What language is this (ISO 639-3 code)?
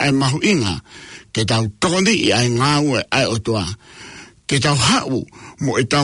ton